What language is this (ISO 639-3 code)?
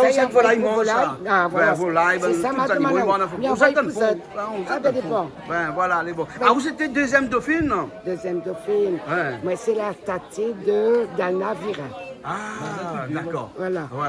rcf